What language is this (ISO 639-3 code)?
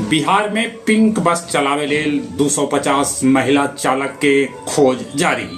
mag